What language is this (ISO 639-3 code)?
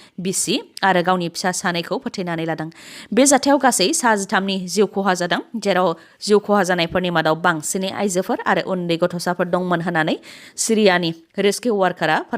brx